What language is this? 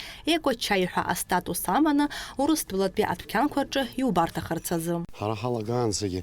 Abkhazian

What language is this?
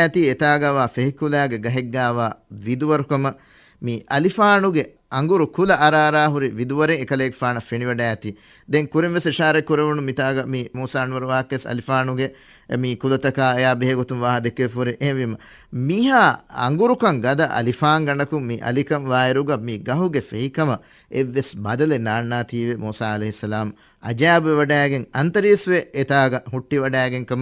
Divehi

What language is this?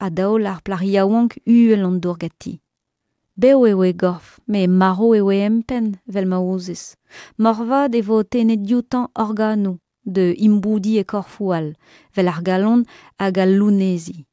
Breton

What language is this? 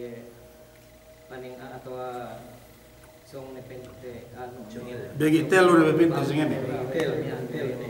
Yakan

